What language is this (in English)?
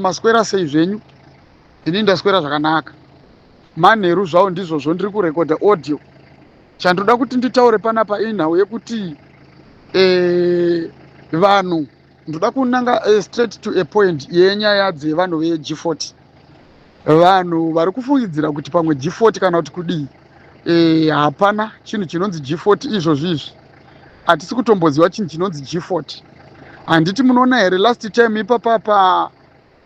Shona